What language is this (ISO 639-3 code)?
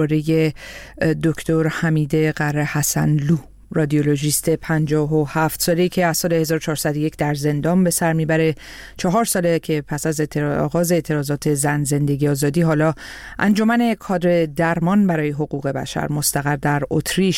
fas